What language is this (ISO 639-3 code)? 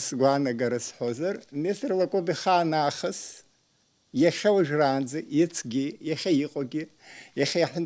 abk